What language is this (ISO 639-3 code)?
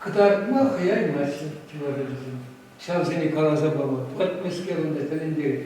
chv